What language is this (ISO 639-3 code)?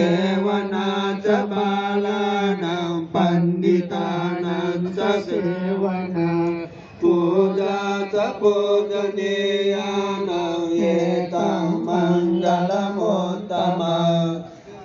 pli